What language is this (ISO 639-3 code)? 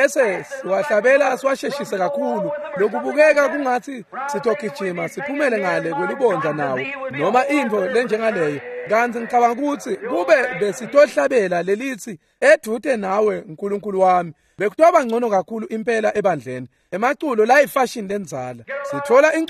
ssw